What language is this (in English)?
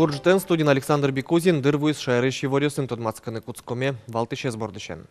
Udmurt